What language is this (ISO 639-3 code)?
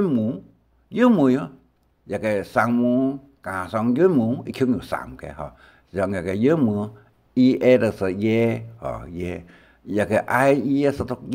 hak